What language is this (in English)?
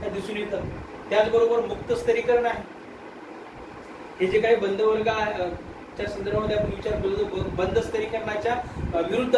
Marathi